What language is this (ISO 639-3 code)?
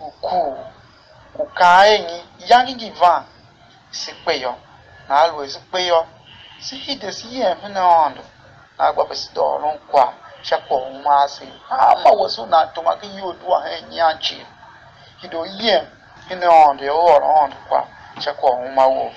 tiv